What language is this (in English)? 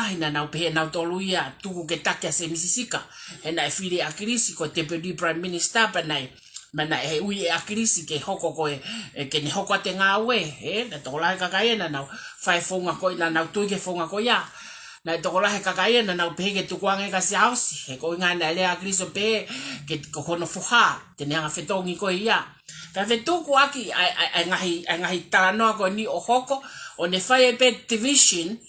Tongan